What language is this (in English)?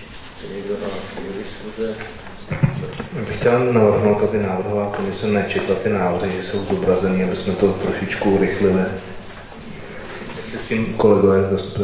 Czech